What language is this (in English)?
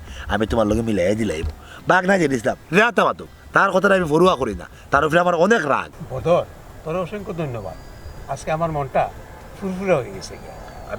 Sylheti